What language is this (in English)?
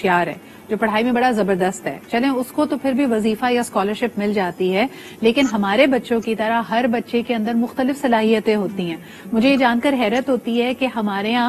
Urdu